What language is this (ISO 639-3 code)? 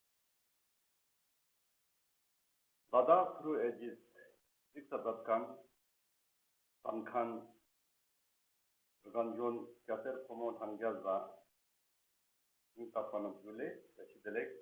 lbj